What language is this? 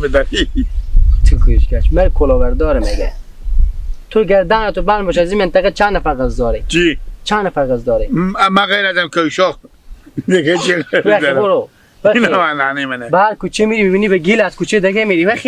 Hazaragi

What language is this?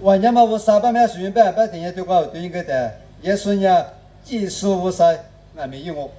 Lisu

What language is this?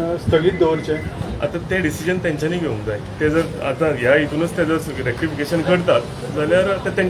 Konkani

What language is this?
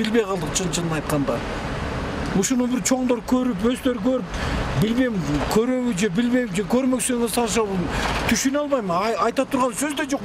Kyrgyz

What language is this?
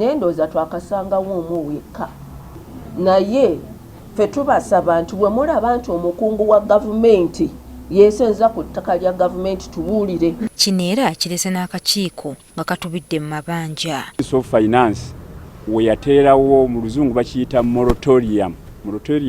Ganda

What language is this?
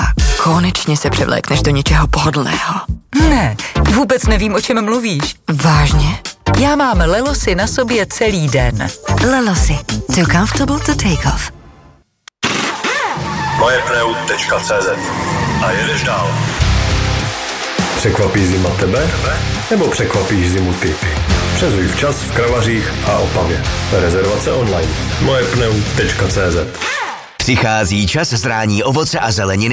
Czech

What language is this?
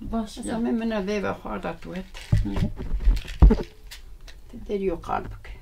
Zaza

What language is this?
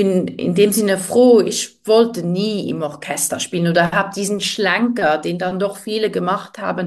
German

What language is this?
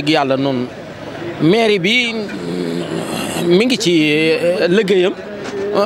Wolof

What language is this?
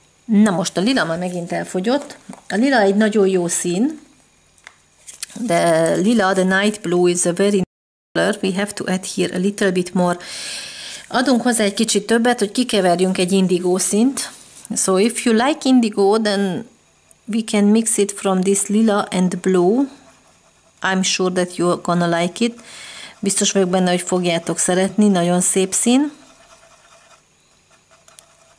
Hungarian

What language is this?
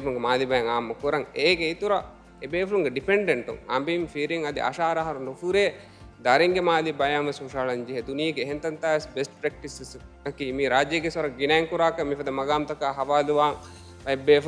Divehi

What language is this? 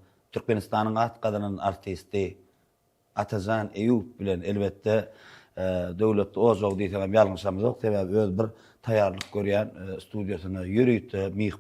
Turkmen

